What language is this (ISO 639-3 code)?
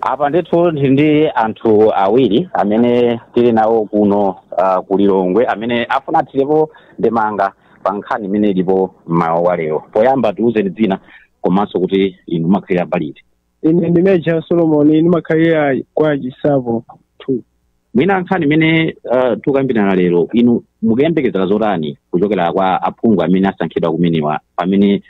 nya